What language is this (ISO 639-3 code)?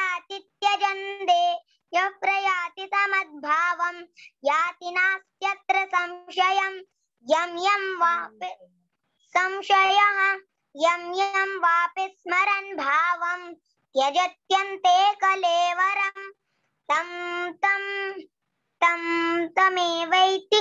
san